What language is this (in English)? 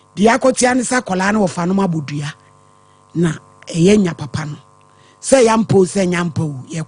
Akan